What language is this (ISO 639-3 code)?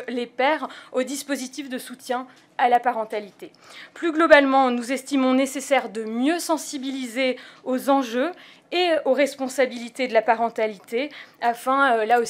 fra